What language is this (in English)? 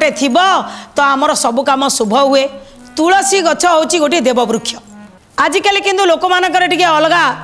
Odia